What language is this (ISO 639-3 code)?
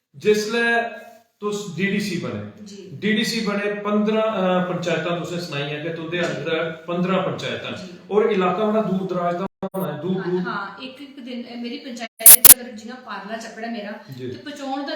doi